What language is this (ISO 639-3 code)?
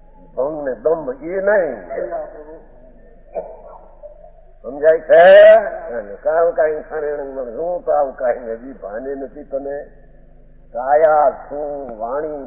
guj